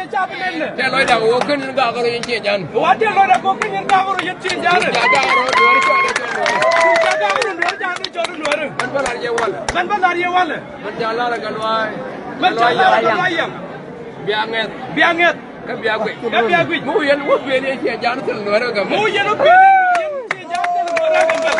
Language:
Nuer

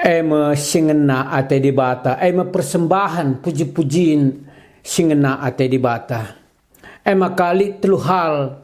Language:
Batak Karo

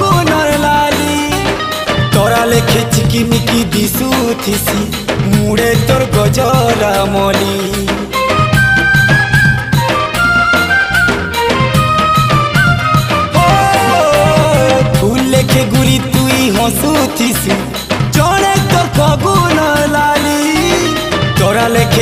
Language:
Sambalpuri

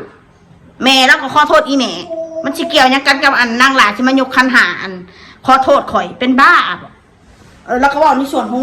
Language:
Northeastern Thai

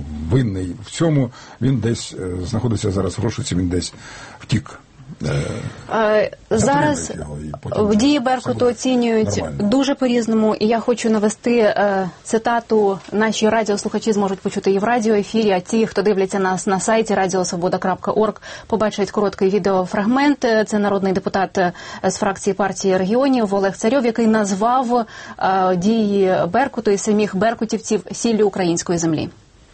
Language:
Ukrainian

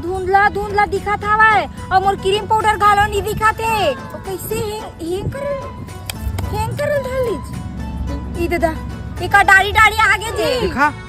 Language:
Chhattisgarhi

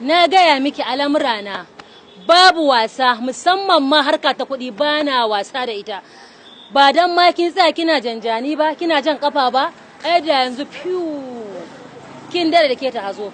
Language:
Hausa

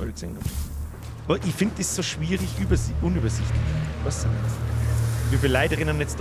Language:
Bavarian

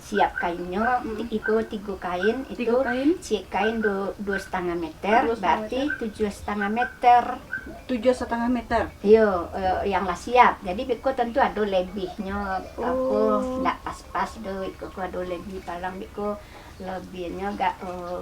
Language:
Minangkabau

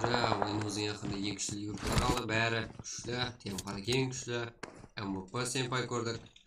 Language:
Kara-Kalpak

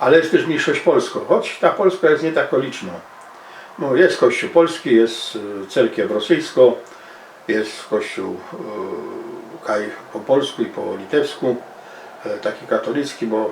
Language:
Silesian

